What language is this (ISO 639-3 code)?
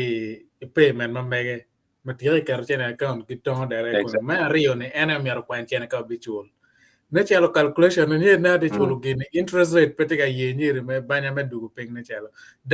ach